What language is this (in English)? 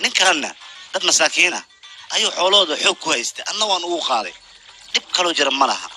Somali